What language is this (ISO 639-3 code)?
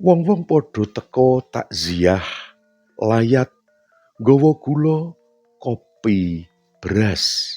jav